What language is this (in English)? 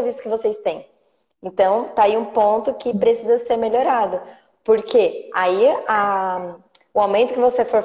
Portuguese